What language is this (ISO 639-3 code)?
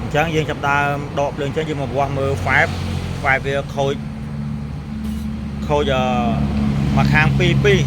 khm